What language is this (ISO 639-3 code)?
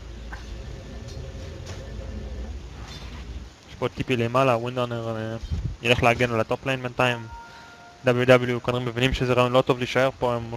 heb